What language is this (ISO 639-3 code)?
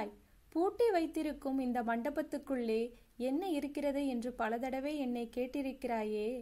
tam